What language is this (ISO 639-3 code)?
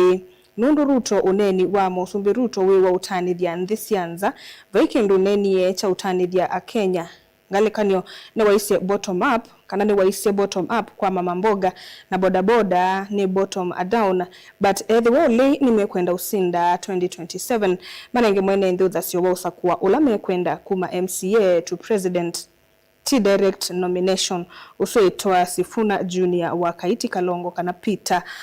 kam